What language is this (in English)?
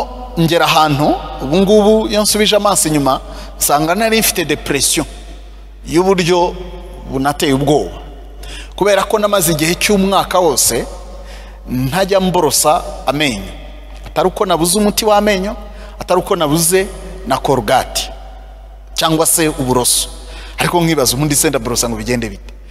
Kinyarwanda